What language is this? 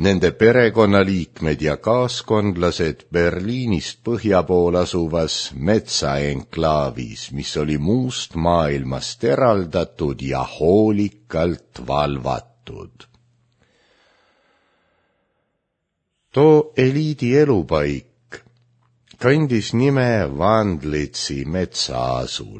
Estonian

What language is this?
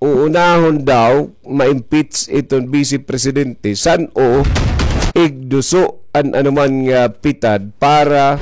Waray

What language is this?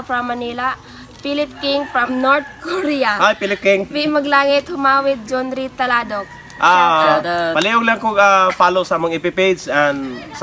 Cebuano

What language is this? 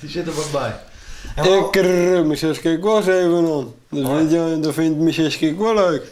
Western Frisian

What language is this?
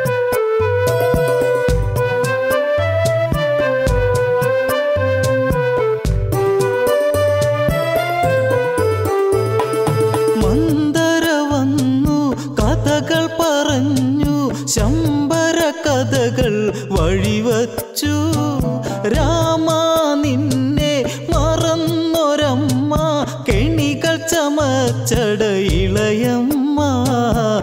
Malayalam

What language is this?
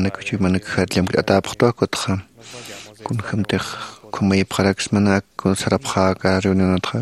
Aymara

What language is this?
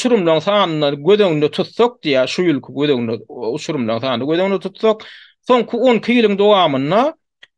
Turkmen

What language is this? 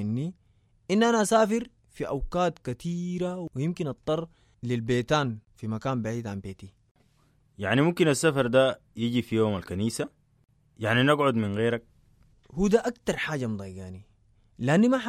Sudanese Arabic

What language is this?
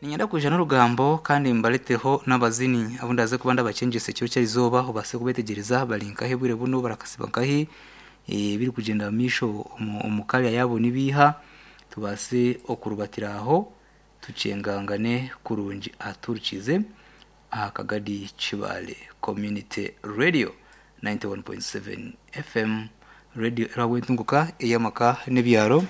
Nyankole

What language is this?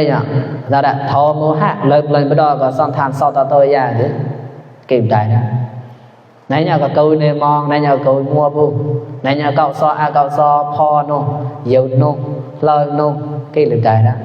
Mon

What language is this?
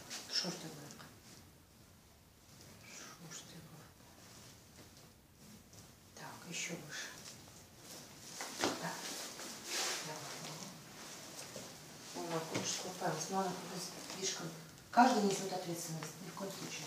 Kazakh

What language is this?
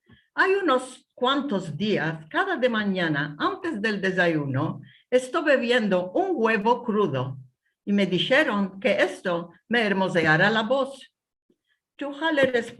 Ladino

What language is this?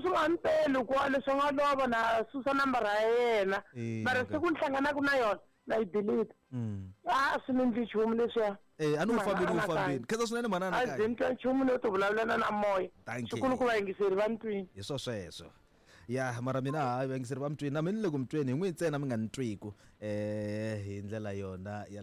Tsonga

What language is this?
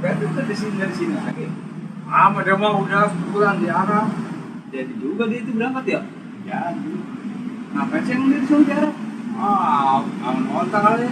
Betawi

